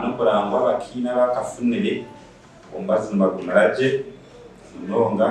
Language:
Nyankole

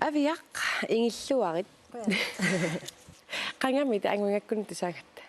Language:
Kalaallisut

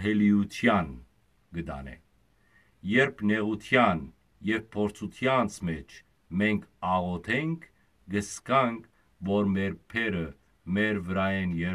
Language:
Western Armenian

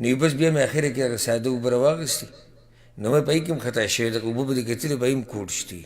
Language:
Pashto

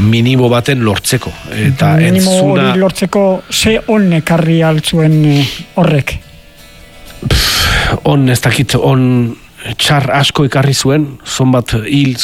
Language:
Basque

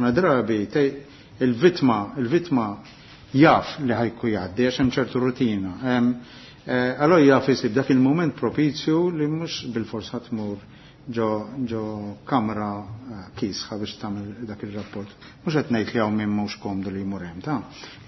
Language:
Maltese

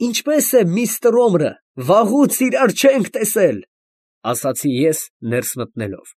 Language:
Armenian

